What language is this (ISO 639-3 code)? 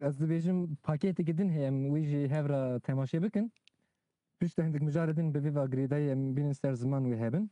kur